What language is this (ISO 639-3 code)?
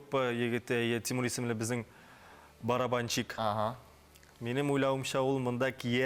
tat